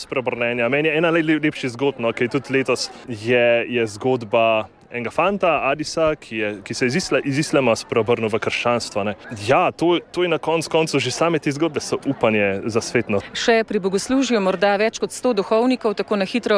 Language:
Slovenian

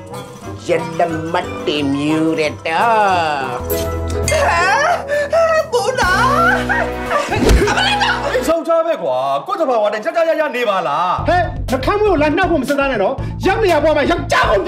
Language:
Burmese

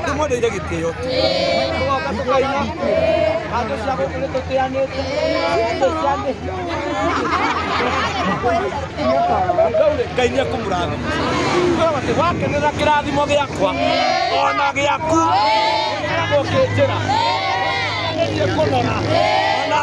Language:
Kikuyu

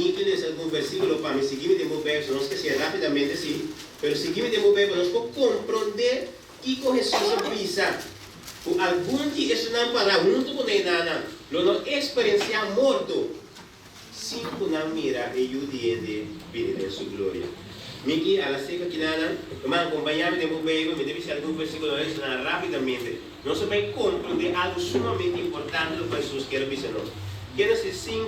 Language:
Papiamento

